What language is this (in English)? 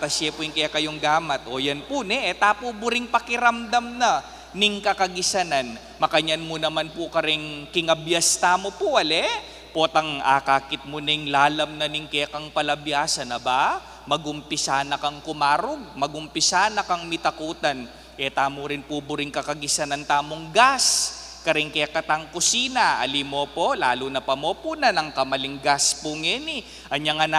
Pampanga